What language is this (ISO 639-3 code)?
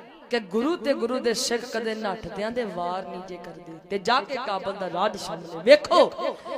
pan